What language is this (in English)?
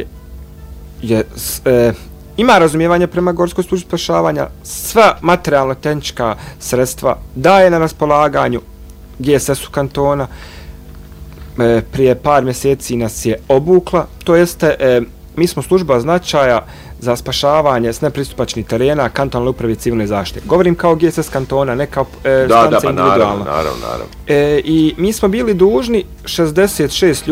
Bosnian